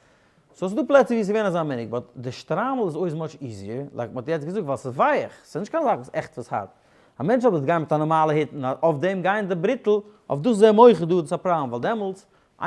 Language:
Yiddish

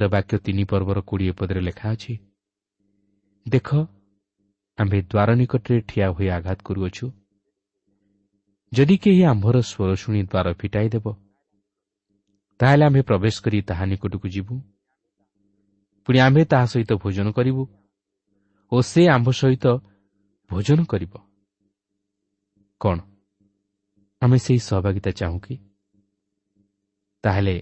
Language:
Odia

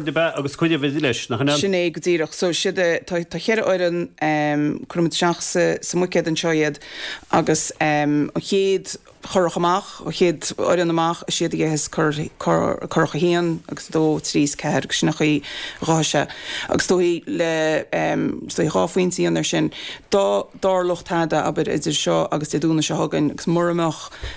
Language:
Irish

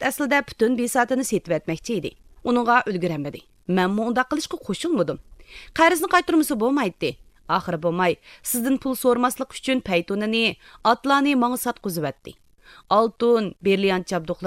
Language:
Uyghur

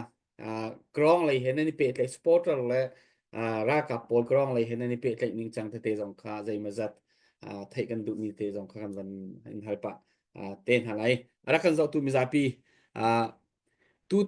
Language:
Hakha Chin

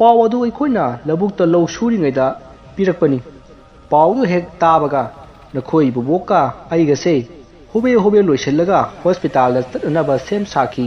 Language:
Manipuri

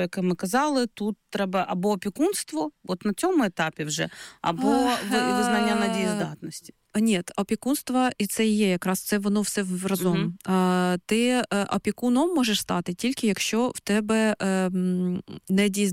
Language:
Ukrainian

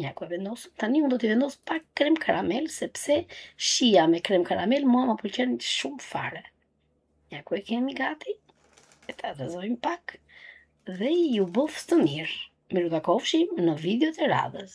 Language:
Albanian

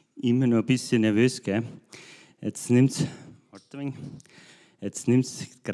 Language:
Bavarian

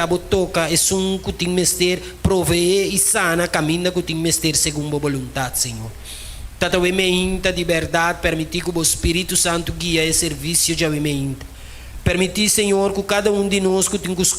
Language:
Papiamento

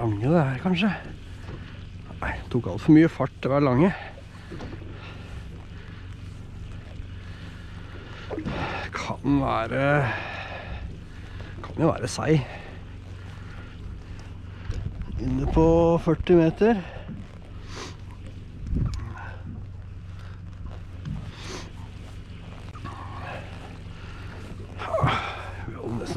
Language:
Norwegian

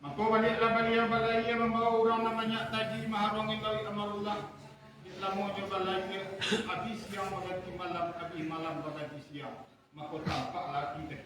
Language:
Minangkabau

